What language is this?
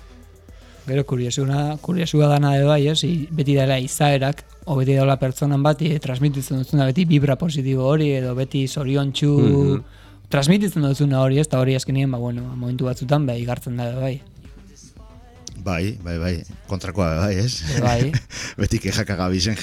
Basque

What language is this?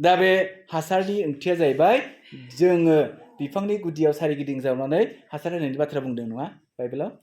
Bodo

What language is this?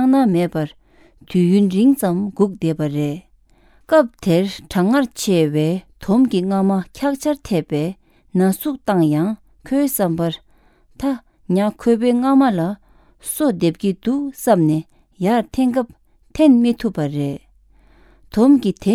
Tibetan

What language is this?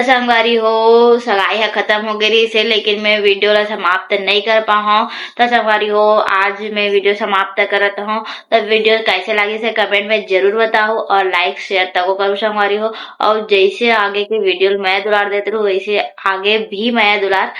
Chhattisgarhi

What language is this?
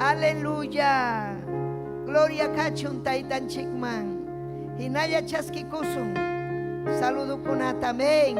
Ayacucho Quechua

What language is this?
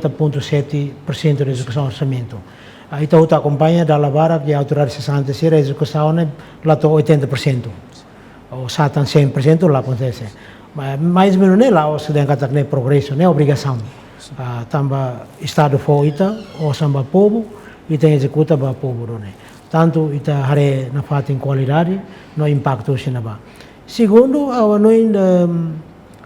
Tetum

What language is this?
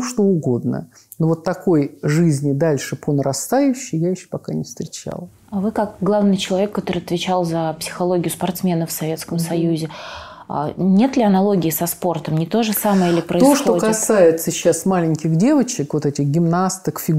Russian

